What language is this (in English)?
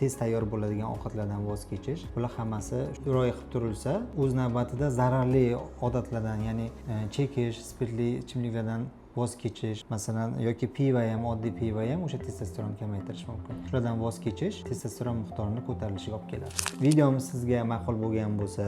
Uzbek